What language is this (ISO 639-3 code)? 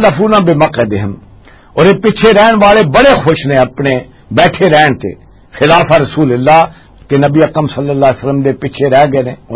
lah